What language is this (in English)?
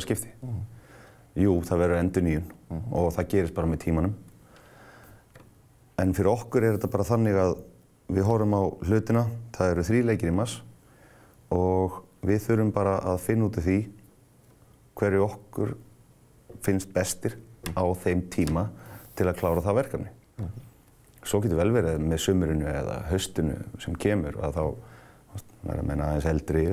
Icelandic